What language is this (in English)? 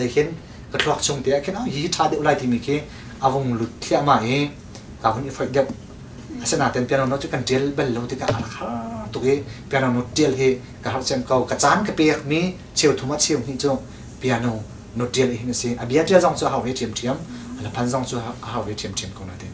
Hakha Chin